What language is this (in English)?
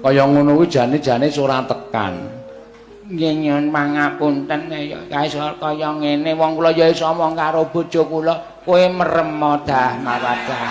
Javanese